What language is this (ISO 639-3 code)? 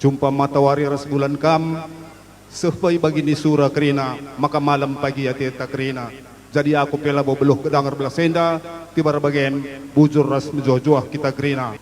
btx